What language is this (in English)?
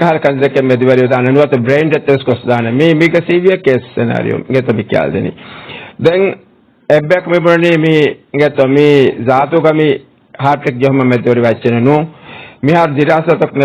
Divehi